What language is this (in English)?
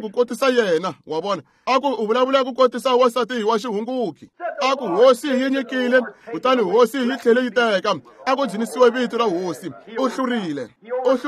Tsonga